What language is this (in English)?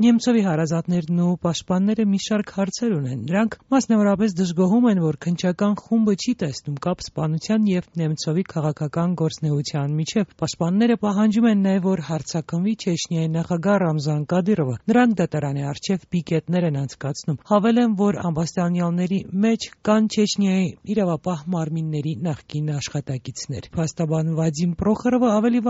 Armenian